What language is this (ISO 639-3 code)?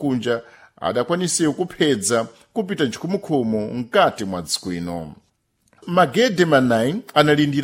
seh